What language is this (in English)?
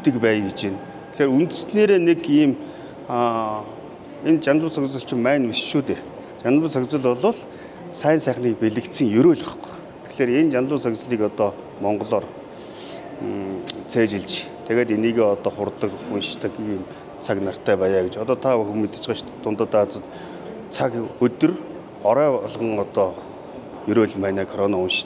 Mongolian